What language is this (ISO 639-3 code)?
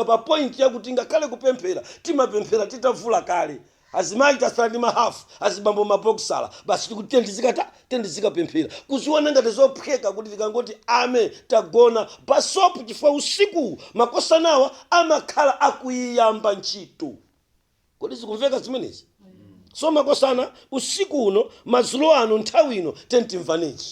nya